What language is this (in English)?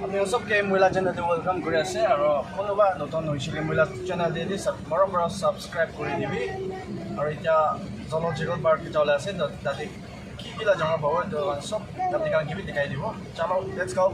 Naga Pidgin